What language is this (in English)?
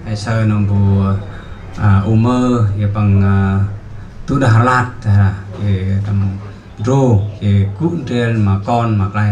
Central Mnong